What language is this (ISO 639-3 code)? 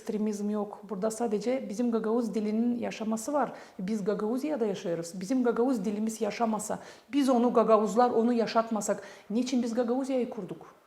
gag